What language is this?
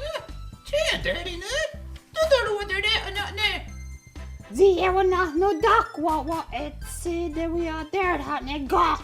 Mohawk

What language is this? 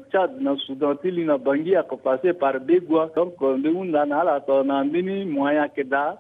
Sango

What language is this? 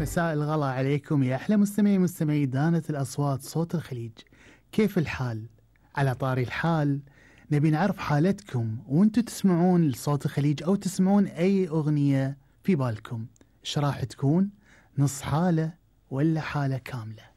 Gulf Arabic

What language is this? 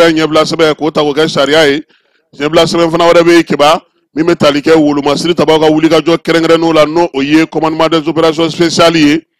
Bambara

